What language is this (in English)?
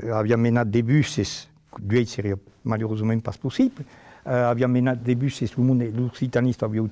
Occitan